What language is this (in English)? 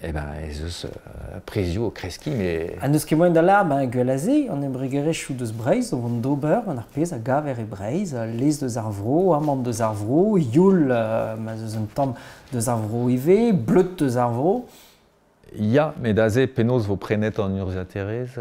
Breton